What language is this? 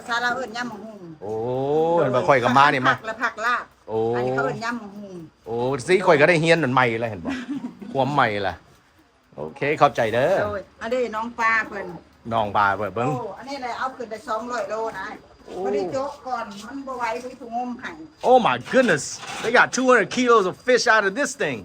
Lao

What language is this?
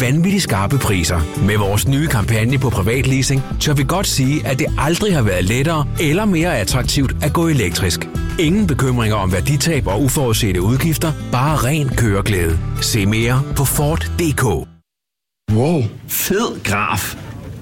Danish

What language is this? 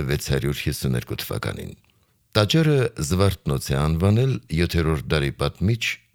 Armenian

